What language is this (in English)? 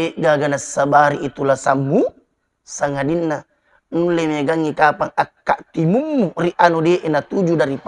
Buginese